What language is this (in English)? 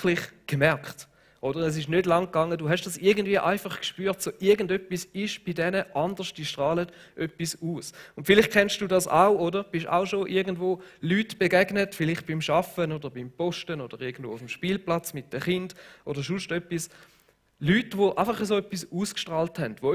Swiss German